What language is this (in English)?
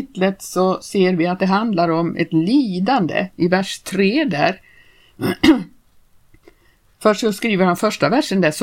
Swedish